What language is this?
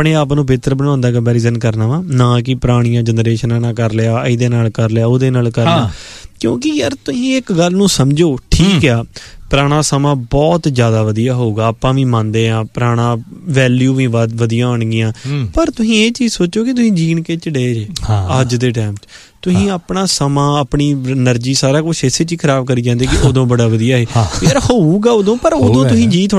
Punjabi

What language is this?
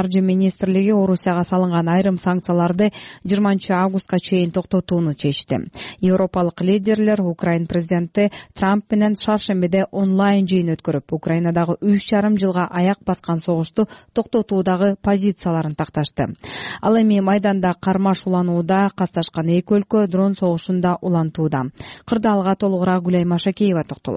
Kyrgyz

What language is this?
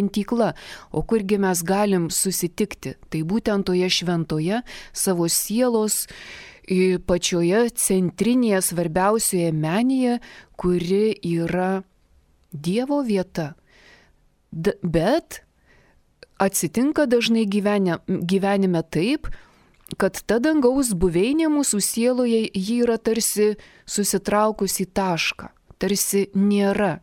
Lithuanian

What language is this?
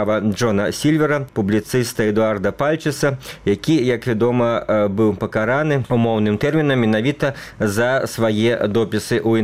Belarusian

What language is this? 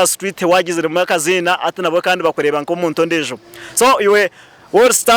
Nyankole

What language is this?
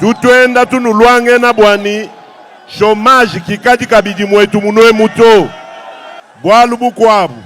Luba-Lulua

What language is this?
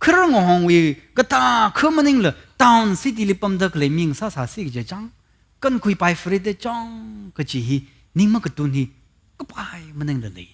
Tangkhul Naga (India)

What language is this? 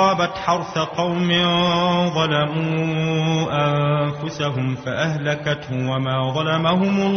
Arabic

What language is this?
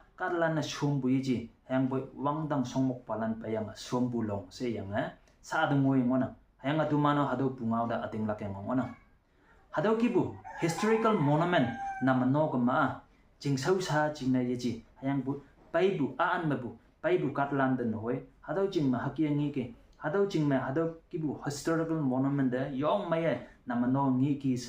Konyak Naga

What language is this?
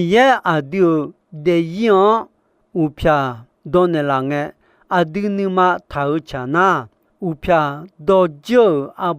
Akha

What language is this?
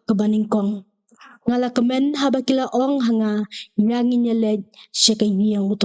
Khasi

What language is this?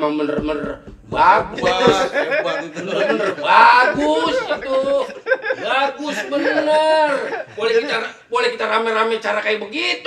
Betawi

